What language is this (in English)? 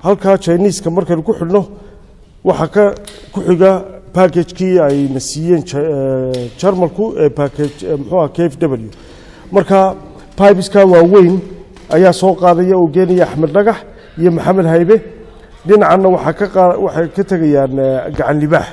Somali